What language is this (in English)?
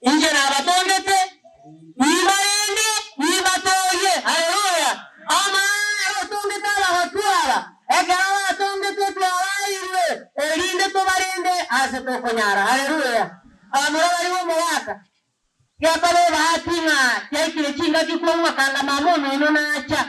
Gusii